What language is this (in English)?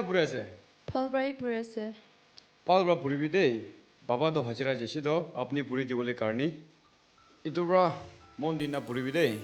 Naga Pidgin